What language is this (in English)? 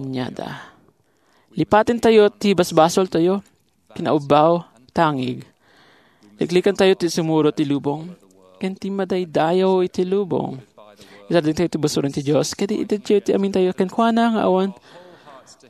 Iloko